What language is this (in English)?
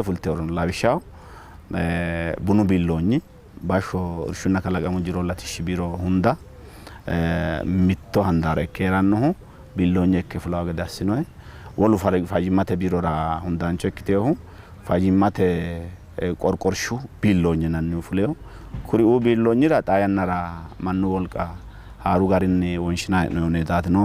Sidamo